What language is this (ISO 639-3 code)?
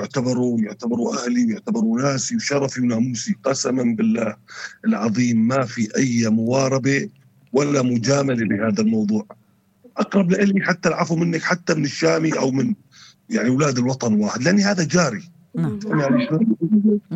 apc